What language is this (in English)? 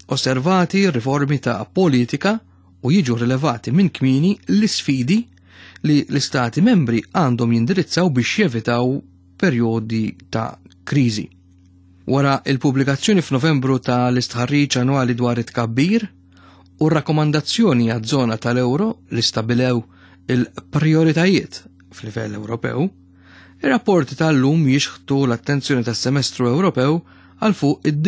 Maltese